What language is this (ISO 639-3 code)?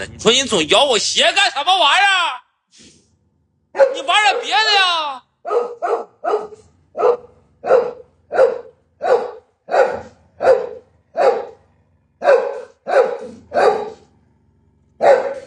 zho